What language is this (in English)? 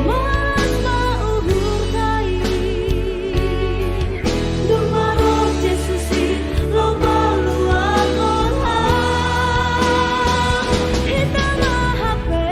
Batak Simalungun